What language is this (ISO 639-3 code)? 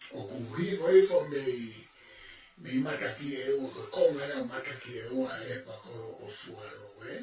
ton